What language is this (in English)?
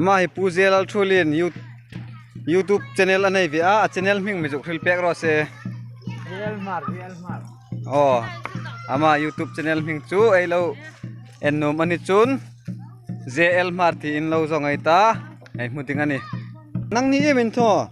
Hmar